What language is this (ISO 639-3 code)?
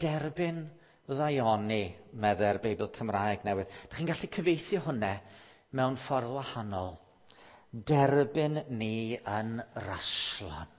cym